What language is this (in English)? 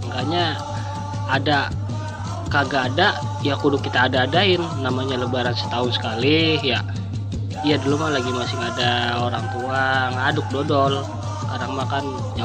Betawi